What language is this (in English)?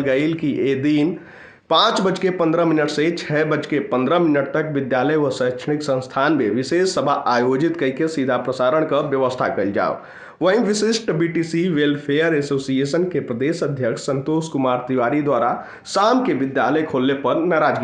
Bhojpuri